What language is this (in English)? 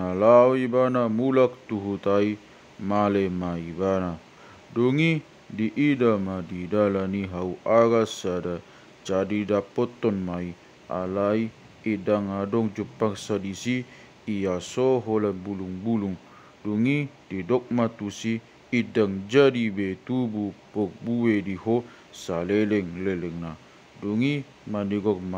Batak Toba